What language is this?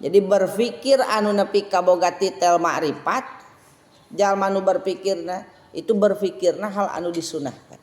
Sundanese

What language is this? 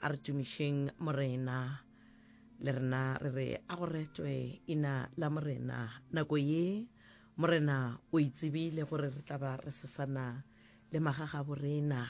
Northern Sotho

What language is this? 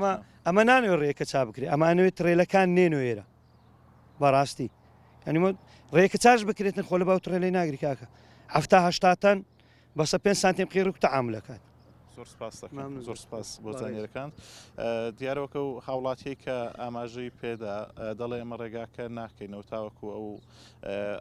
Central Kurdish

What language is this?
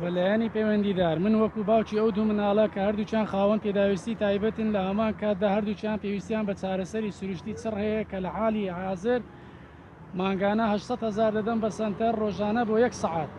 Central Kurdish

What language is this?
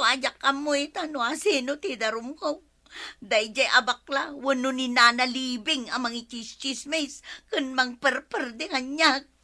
Iloko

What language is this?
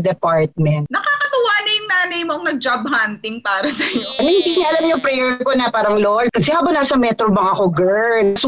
Filipino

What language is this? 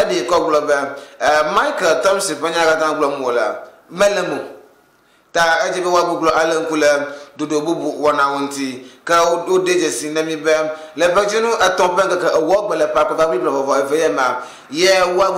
Ewe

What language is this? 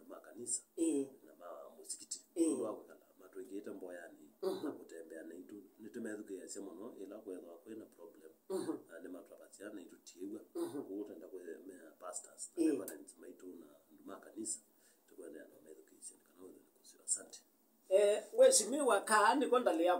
Kamba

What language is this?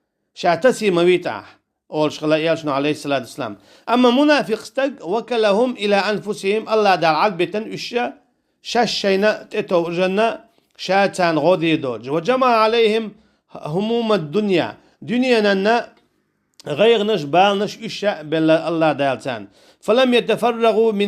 Chechen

